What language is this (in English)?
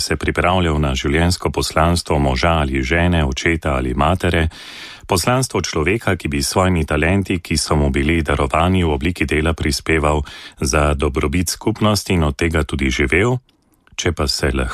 Slovenian